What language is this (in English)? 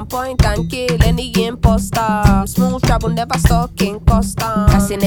Hebrew